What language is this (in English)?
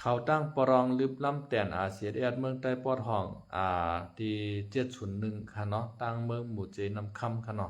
Shan